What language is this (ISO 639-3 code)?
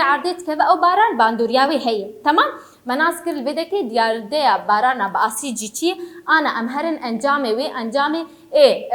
kur